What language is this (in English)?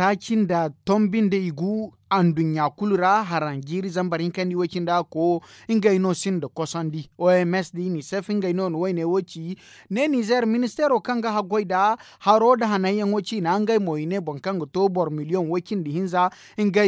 Zarma